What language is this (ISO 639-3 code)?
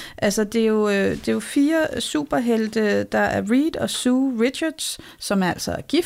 dan